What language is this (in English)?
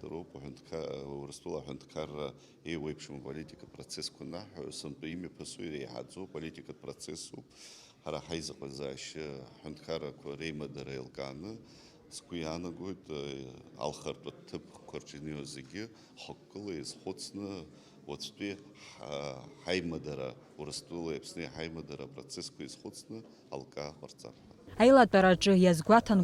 Abkhazian